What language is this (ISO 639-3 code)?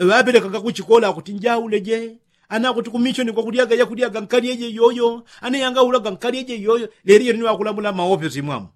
yao